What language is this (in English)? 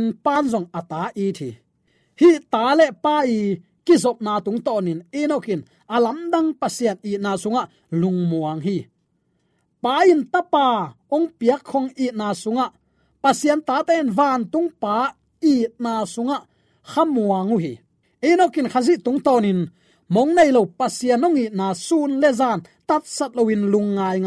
Tedim Chin